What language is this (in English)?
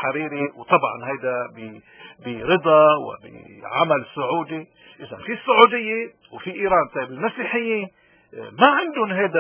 North Levantine Arabic